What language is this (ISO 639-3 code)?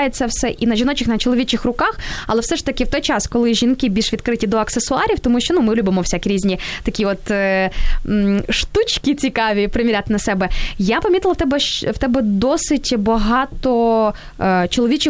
ukr